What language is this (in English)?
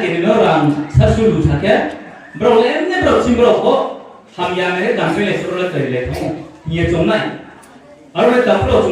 Riang (India)